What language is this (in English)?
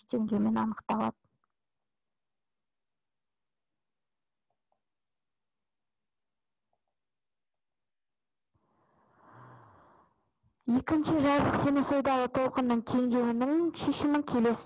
Kazakh